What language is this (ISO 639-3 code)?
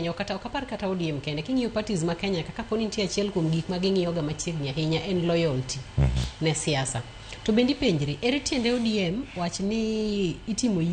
luo